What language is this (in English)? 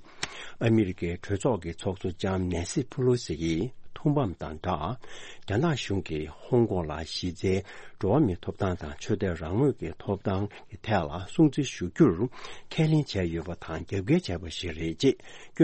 Tibetan